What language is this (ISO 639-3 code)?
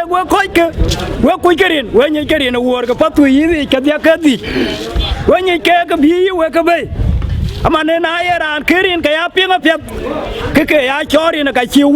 din